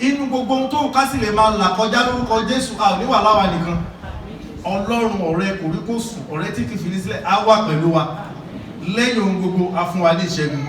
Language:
Yoruba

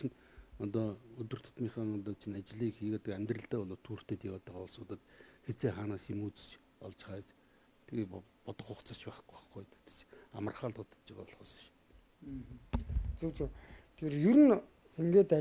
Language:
Mongolian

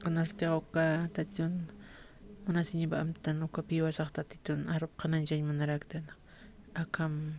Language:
Aymara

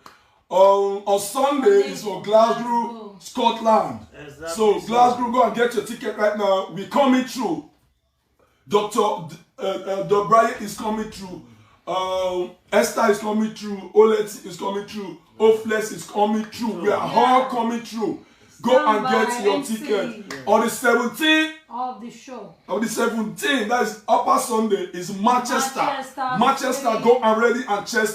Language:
Nigerian Pidgin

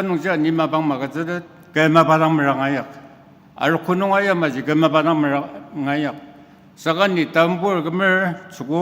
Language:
Ao Naga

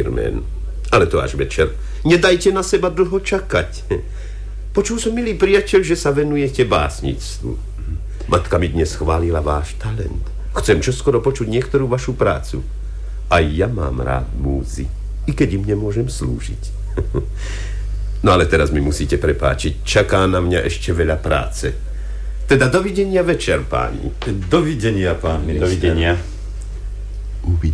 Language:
Slovak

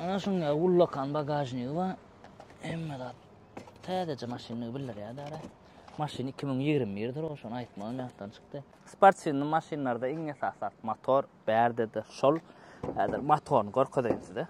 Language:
Turkmen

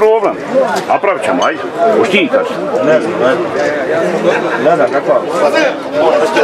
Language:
Croatian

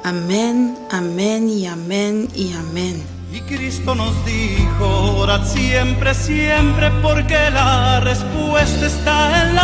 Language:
Papiamento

